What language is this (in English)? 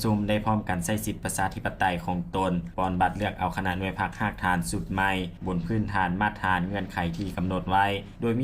Lao